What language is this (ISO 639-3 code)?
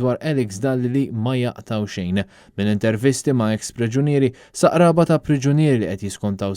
mlt